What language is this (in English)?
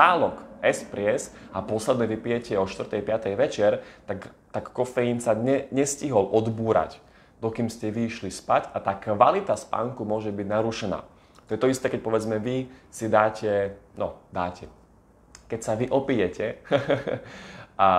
Slovak